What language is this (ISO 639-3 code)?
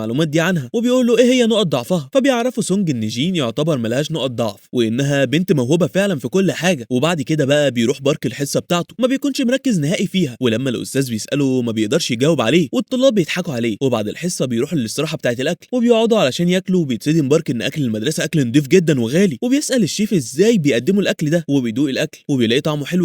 arz